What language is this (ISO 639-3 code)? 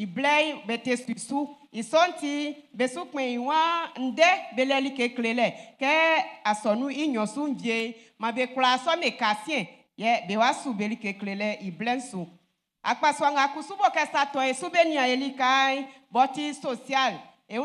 bci